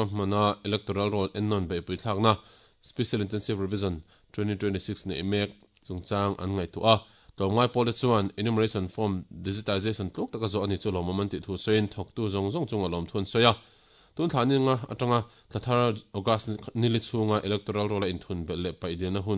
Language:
Mizo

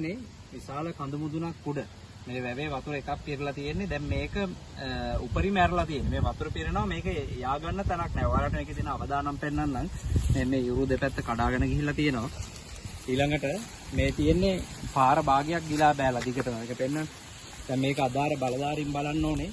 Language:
Sinhala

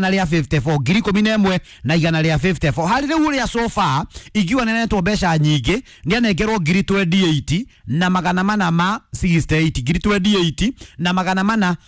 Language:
Kikuyu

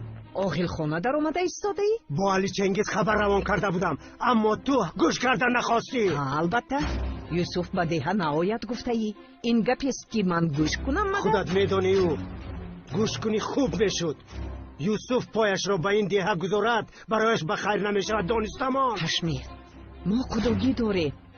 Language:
Tajik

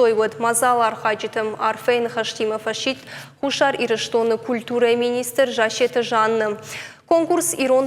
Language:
Ossetic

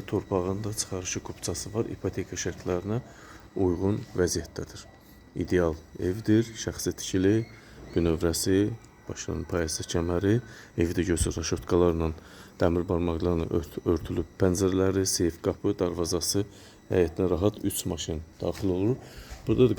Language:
Azerbaijani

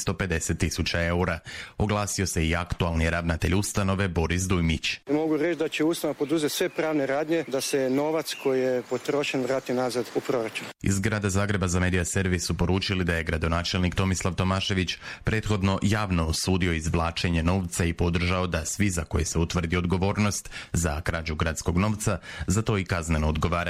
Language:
Croatian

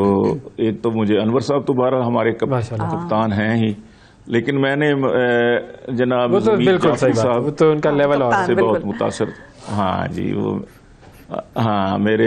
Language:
Urdu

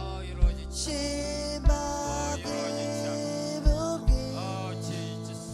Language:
Marshallese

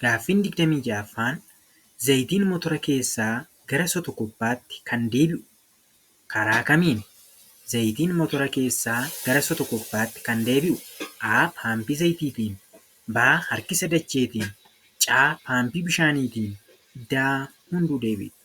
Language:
Oromo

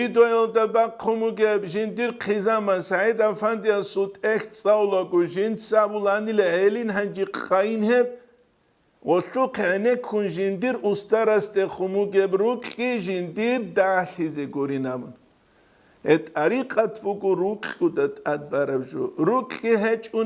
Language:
Avaric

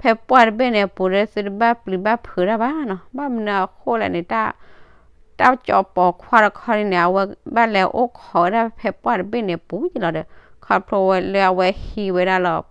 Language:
S'gaw Karen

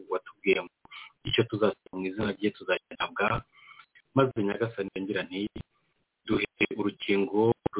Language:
Kinyarwanda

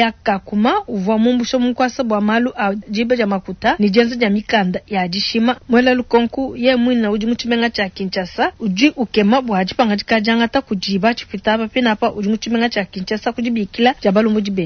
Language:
Luba-Lulua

